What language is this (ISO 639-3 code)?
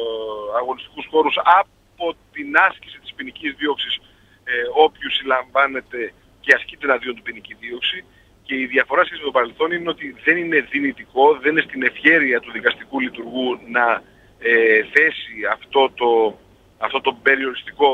ell